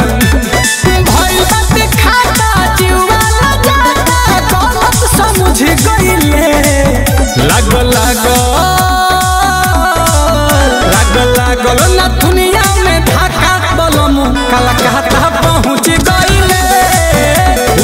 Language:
Bhojpuri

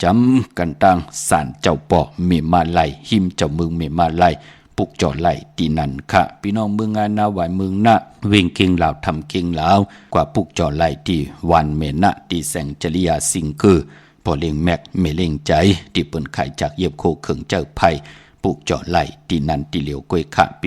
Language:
Shan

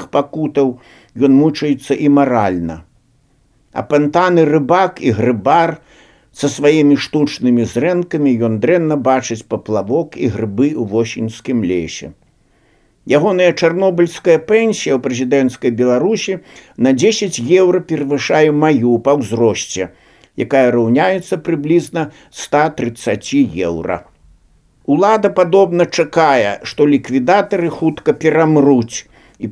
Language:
Belarusian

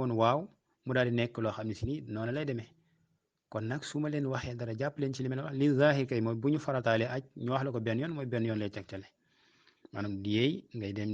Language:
Wolof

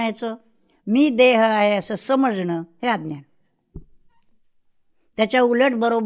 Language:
Marathi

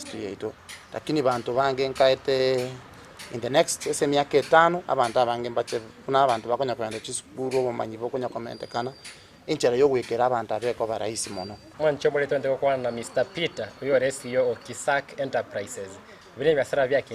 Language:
Gusii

